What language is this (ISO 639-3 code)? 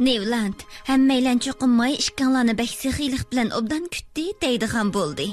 uig